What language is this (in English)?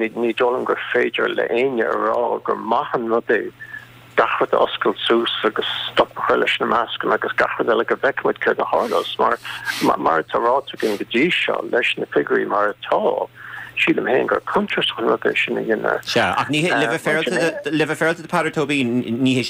Irish